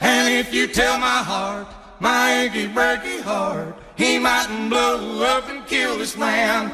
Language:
Western Frisian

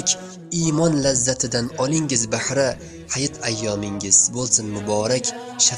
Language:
Uzbek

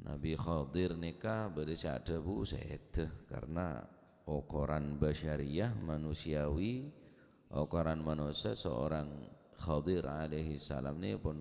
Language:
Madurese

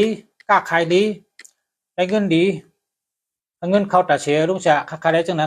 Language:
Shan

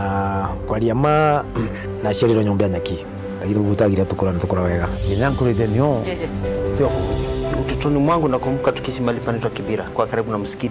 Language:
Meru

